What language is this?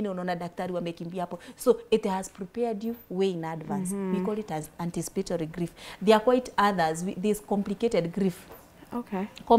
English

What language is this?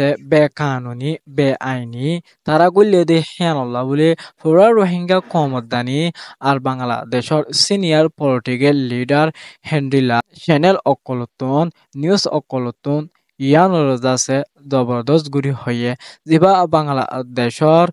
Rohingya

